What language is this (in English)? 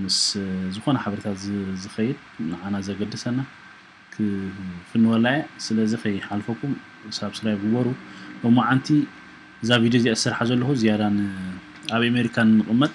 Tigrinya